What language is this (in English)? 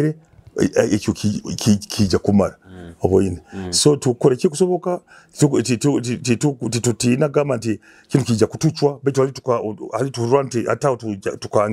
Nyoro